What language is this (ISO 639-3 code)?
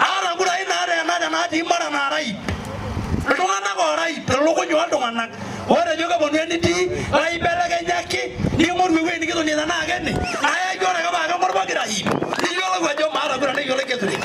mas